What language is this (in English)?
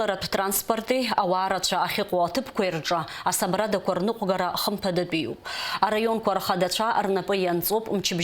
Abkhazian